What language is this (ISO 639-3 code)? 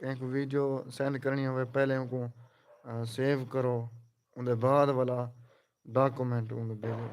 skr